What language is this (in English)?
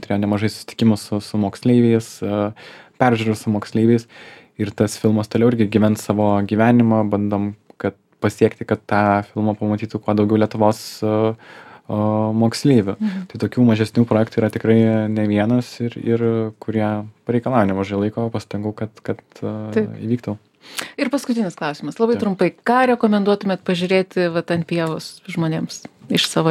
Lithuanian